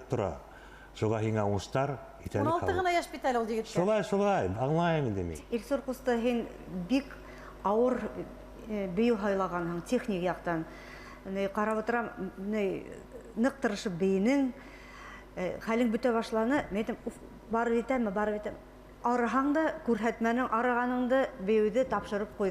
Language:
Bashkir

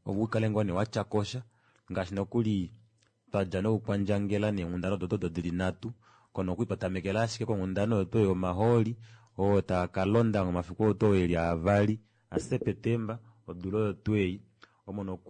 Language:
Kuanyama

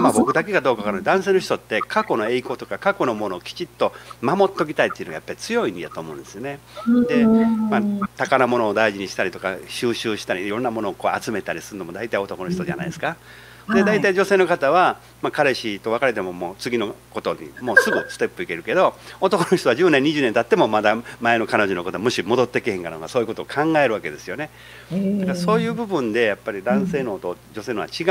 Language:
Japanese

